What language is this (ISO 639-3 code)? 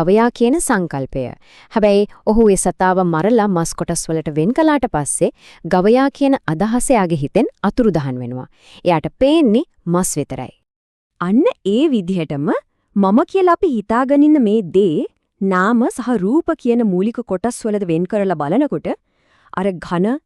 sin